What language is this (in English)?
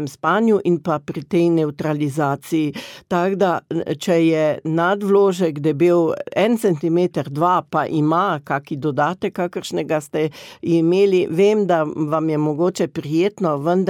Slovenian